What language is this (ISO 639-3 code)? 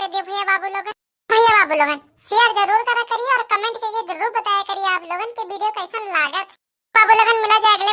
awa